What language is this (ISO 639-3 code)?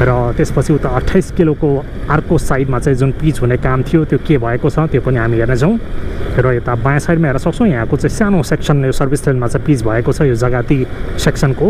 nep